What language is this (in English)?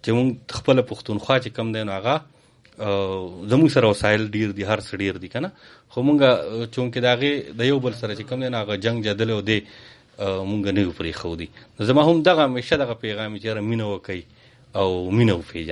Pashto